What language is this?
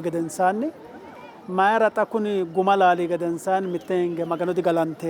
Sidamo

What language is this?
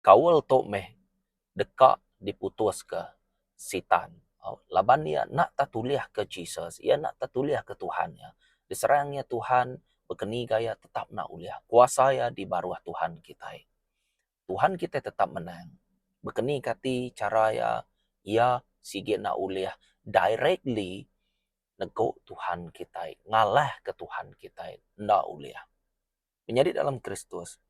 Iban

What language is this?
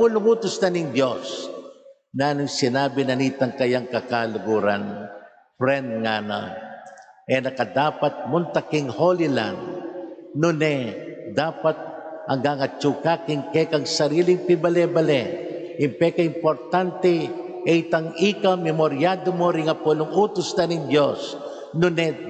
Pampanga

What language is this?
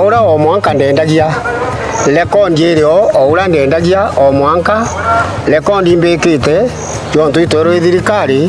Meru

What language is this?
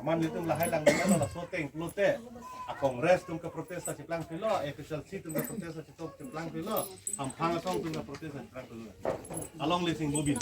Karbi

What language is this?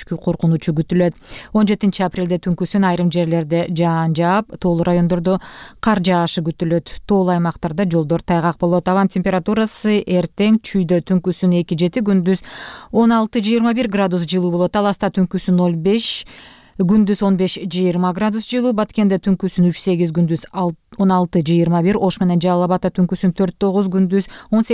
Kyrgyz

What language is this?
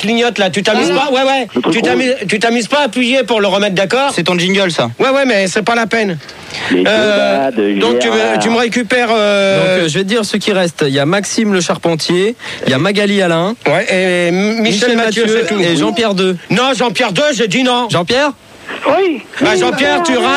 French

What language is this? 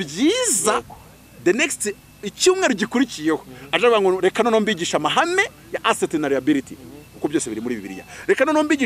Kinyarwanda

